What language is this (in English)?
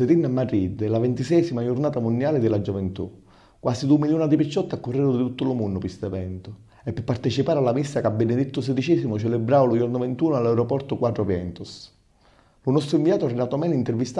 Sicilian